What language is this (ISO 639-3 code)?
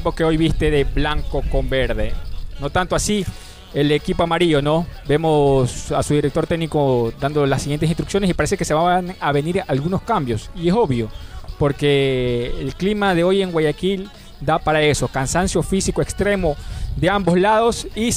spa